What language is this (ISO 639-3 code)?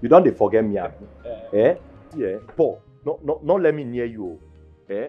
pcm